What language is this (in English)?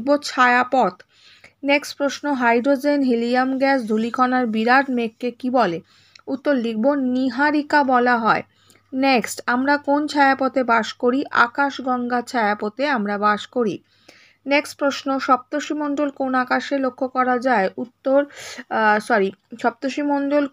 Bangla